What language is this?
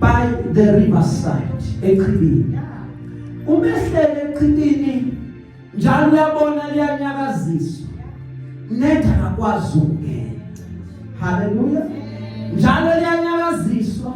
Zulu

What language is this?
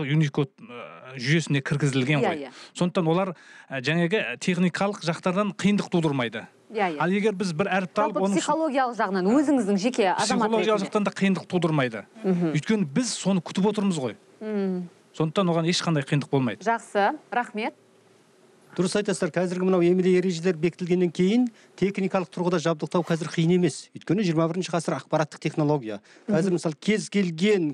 Kazakh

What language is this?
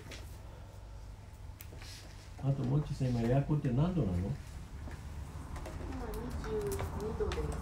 Japanese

